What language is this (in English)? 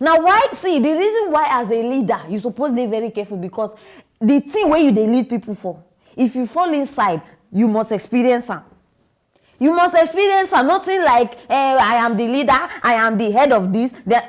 Nigerian Pidgin